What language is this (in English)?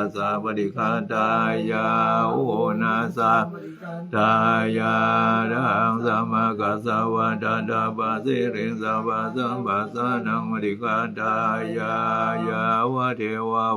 Pali